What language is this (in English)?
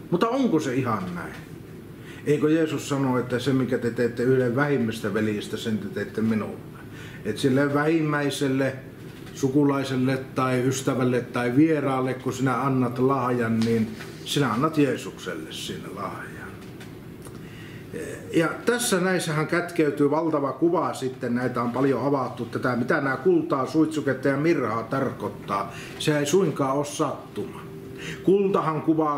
Finnish